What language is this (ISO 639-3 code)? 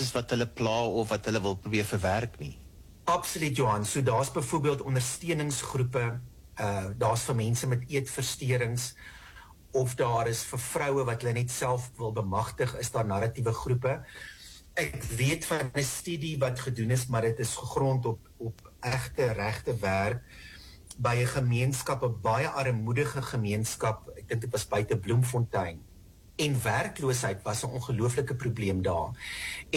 afr